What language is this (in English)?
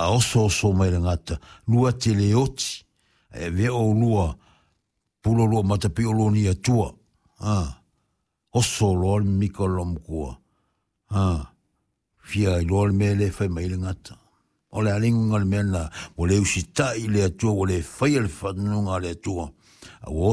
Samoan